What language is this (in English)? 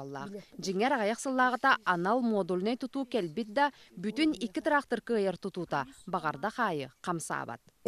Yakut